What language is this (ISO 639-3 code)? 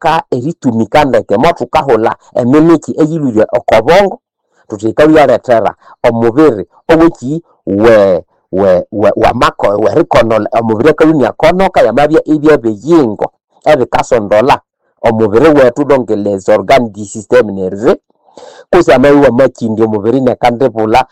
nnb